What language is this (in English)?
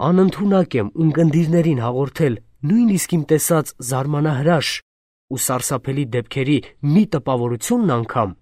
Armenian